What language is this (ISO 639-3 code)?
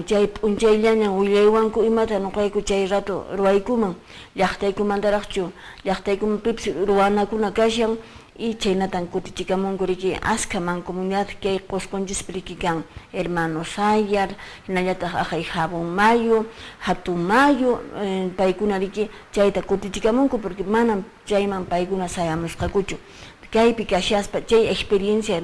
que